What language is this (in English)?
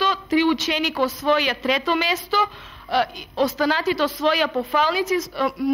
Macedonian